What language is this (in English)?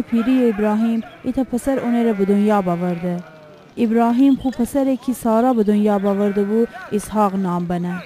Gilaki